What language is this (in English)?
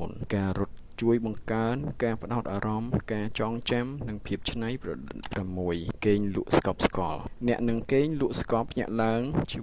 Khmer